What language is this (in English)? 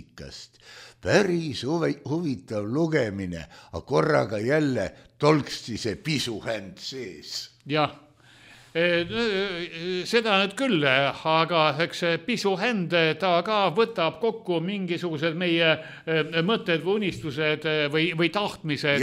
Estonian